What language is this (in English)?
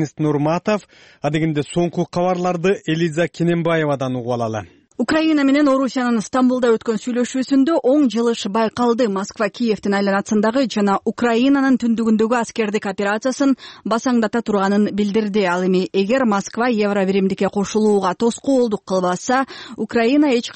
Kyrgyz